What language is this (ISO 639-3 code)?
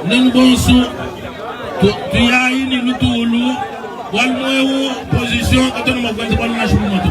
lua